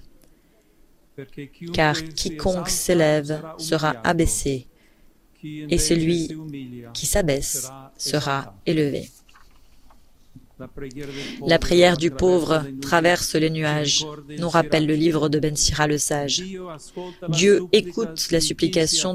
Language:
French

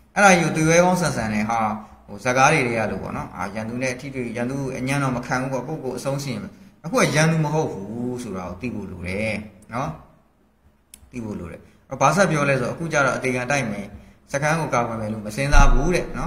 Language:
Burmese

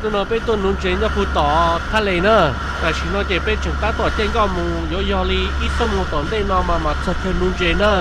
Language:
Hmong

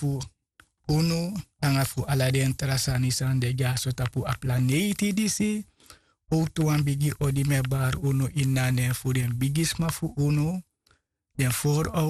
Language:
Sranan Tongo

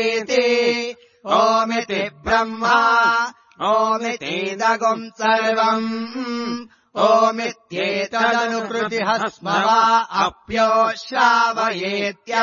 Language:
Sanskrit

